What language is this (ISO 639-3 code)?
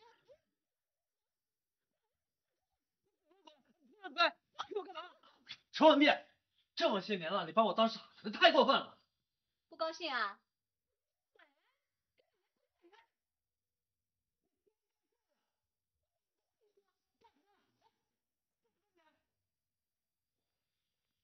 zho